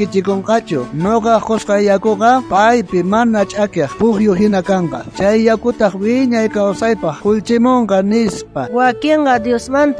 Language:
South Bolivian Quechua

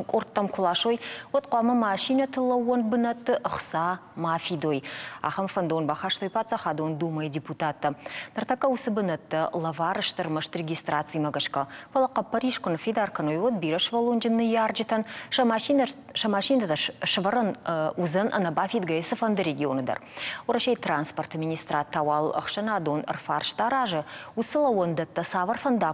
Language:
Ossetic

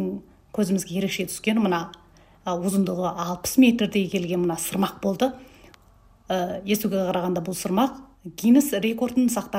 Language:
Kazakh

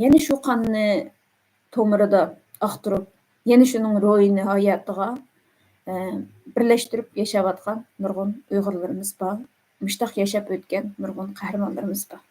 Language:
Uyghur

